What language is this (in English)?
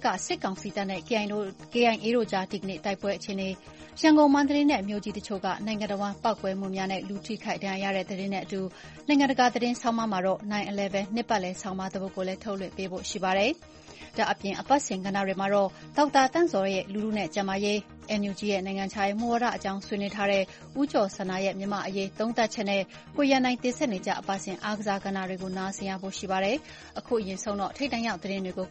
Burmese